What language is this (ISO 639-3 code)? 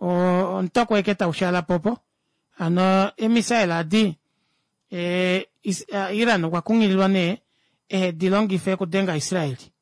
kua